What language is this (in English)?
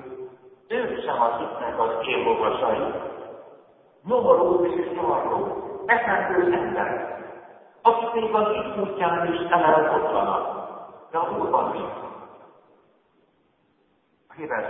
Hungarian